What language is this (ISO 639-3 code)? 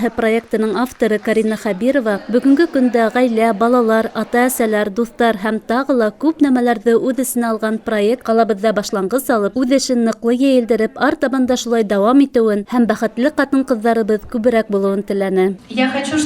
bak